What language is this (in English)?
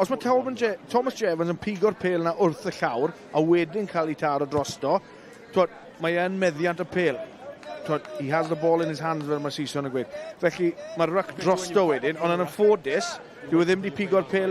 Welsh